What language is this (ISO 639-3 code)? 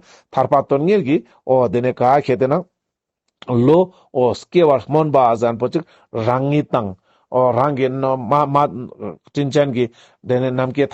lbj